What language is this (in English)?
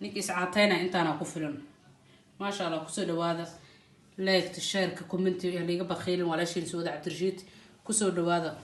Somali